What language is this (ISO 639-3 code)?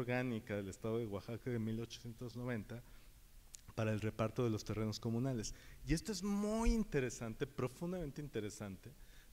spa